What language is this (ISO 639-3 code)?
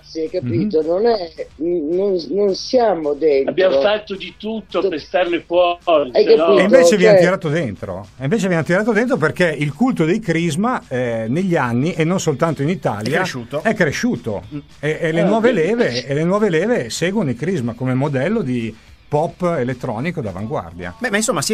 ita